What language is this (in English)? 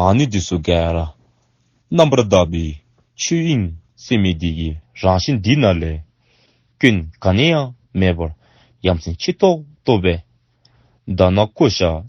Dzongkha